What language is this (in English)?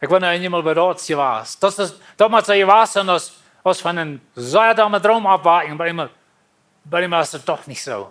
Plautdietsch